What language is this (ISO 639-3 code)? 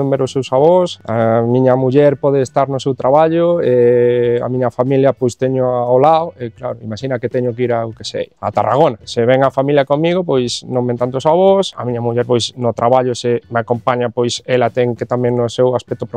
glg